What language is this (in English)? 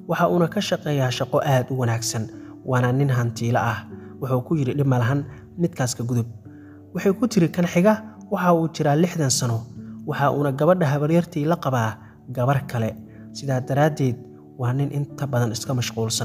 Somali